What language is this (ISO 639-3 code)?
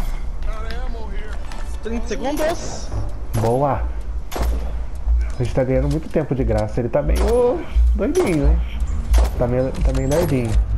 por